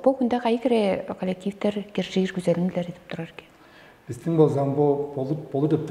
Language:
Tuvinian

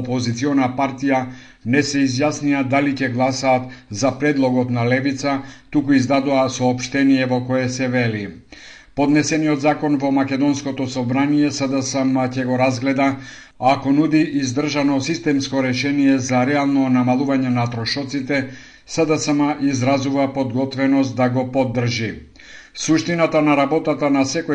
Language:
Macedonian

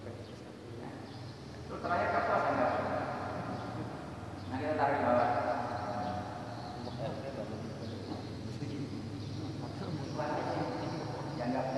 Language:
Indonesian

